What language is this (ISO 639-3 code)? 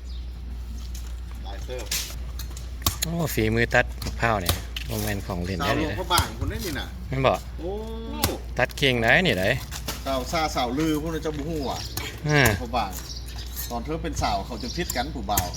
lao